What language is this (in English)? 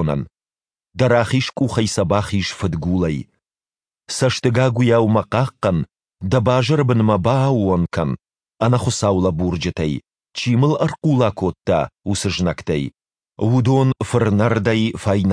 Ossetic